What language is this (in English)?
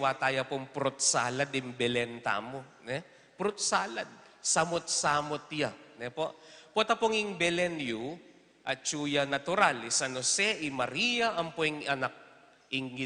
Pampanga